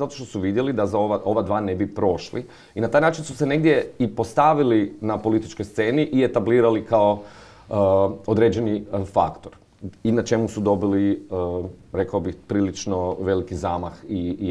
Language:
Croatian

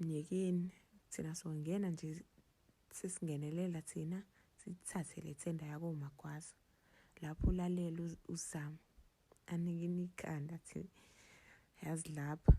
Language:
Zulu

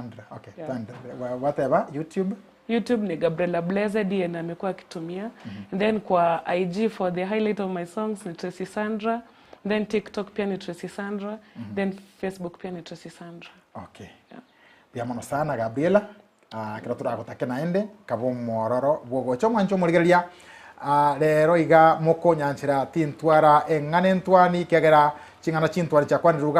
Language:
Gusii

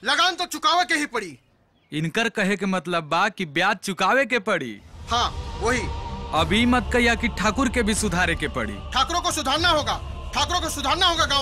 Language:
Bhojpuri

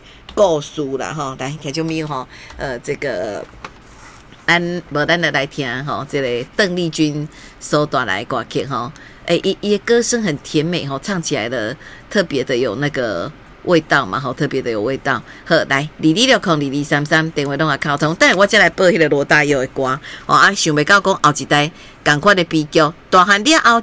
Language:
Min Nan Chinese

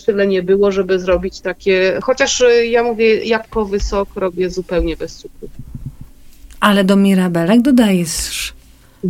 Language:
Polish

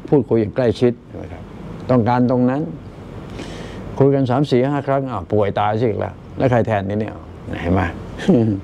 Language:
Thai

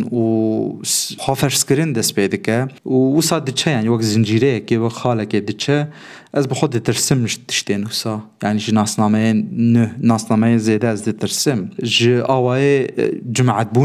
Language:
Kurdish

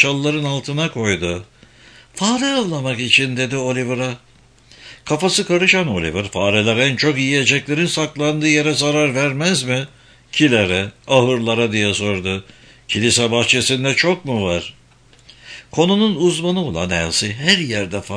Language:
Turkish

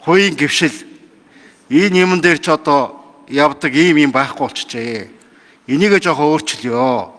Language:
Mongolian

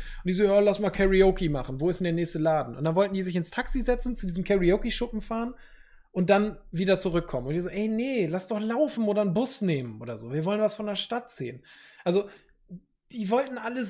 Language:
German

